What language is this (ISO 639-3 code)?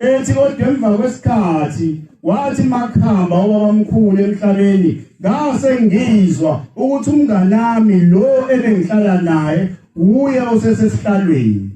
zul